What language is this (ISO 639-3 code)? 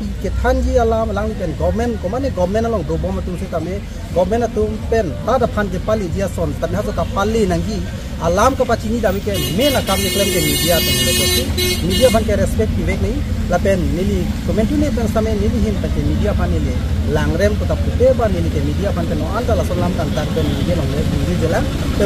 mjw